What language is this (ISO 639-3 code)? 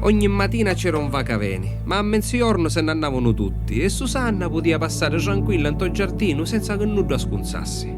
scn